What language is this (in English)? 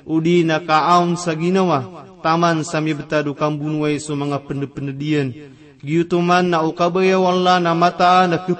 Maranao